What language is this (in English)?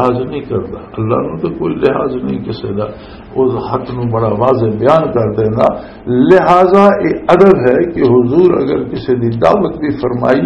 Western Panjabi